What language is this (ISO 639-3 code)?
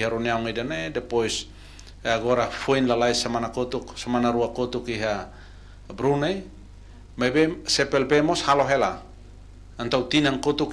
tet